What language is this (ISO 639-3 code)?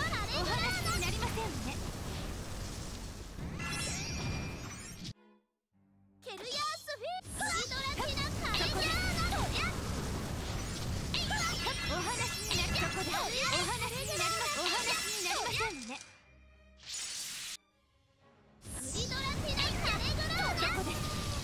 jpn